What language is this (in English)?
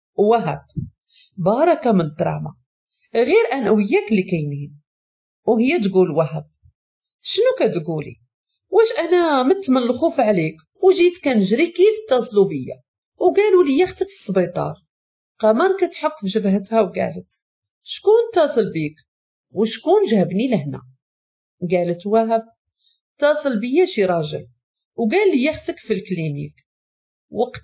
Moroccan Arabic